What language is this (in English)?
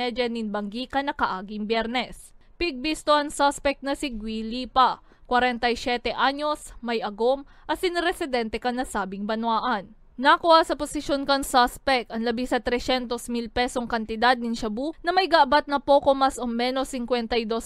Bikol